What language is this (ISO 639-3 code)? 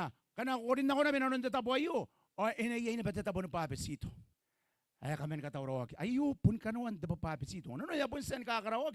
gil